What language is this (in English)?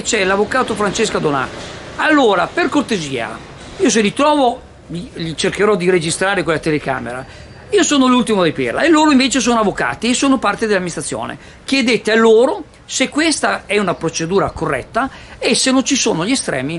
Italian